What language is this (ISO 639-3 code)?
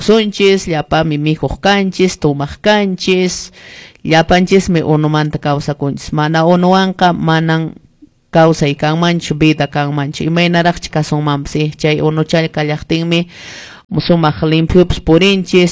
que